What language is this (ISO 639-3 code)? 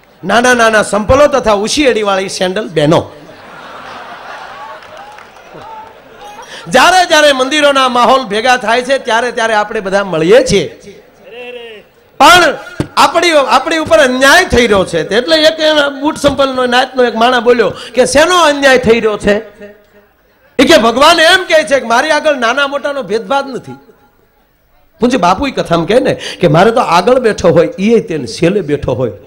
guj